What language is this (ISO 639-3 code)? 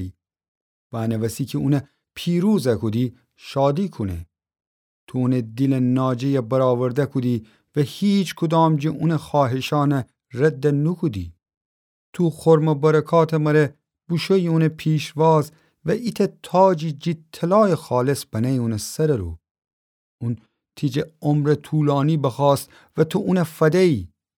glk